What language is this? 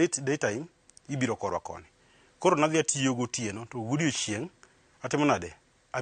Luo (Kenya and Tanzania)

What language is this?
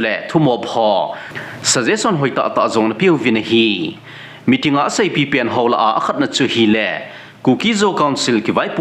Thado Chin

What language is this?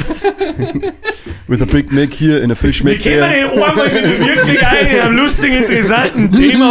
Bavarian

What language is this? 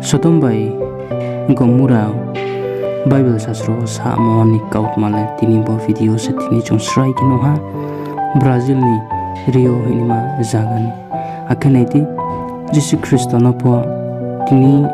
Riang (India)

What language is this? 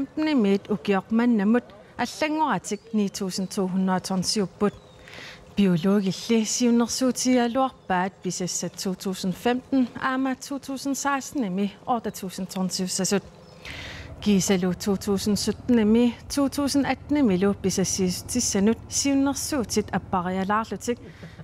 Kalaallisut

